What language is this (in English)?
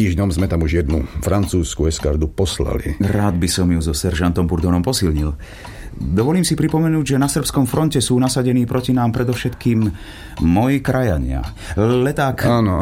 Slovak